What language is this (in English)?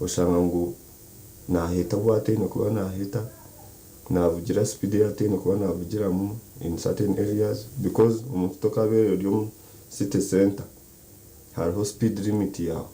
Nyankole